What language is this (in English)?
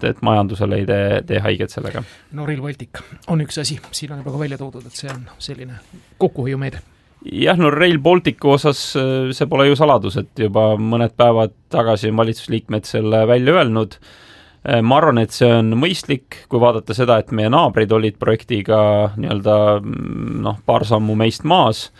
Estonian